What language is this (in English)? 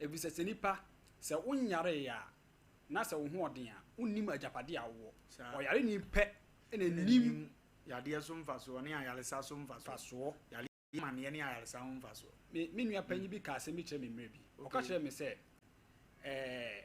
Akan